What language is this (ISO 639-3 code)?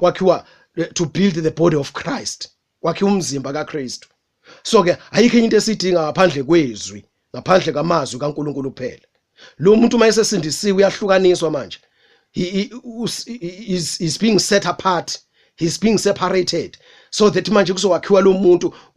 zul